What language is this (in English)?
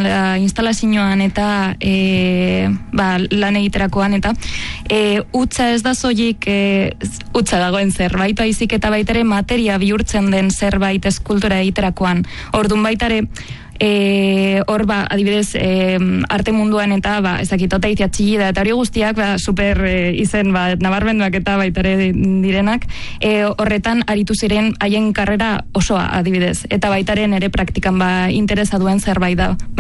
Basque